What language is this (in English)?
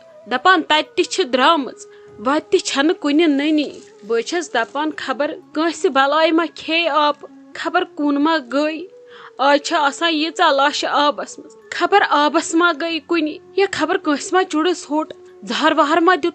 Kashmiri